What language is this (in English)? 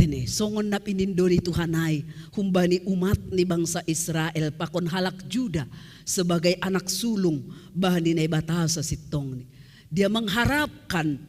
Batak Simalungun